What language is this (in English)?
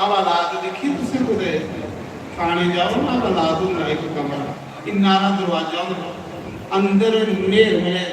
Dogri